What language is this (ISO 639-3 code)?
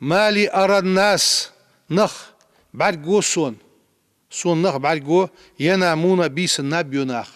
inh